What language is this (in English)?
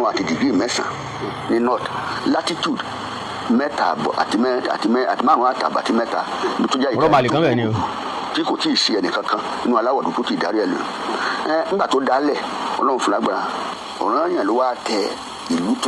Yoruba